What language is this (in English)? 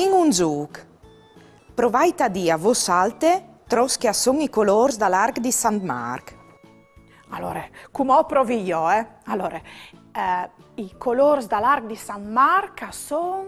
Friulian